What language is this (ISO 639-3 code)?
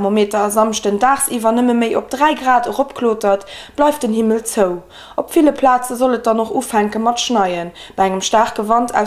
ltz